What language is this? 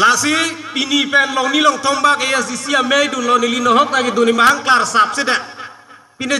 Karbi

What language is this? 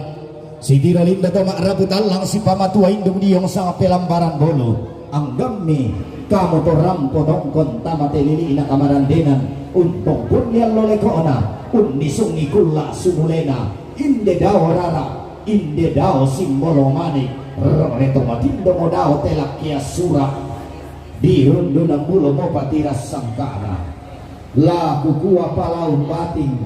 Toraja-Sa'dan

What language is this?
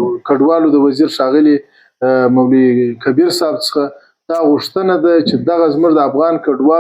Pashto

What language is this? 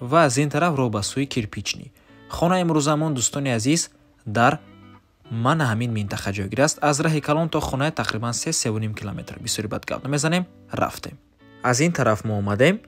Tajik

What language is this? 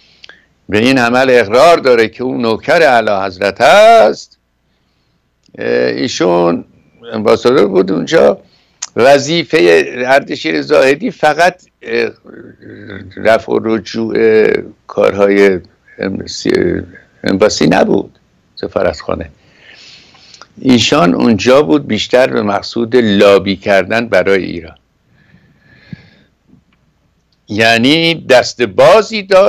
Persian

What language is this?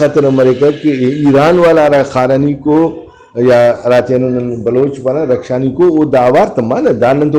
Brahui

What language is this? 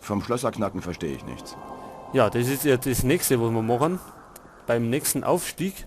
Bavarian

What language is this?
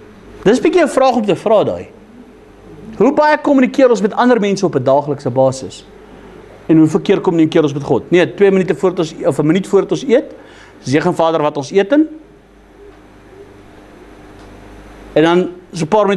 Afrikaans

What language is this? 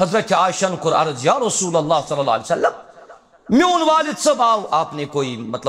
Kashmiri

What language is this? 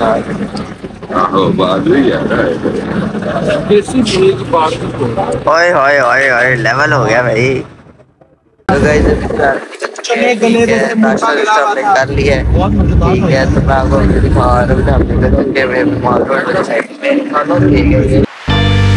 Hindi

